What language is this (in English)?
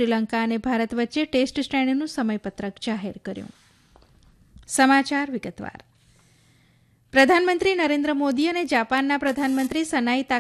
Gujarati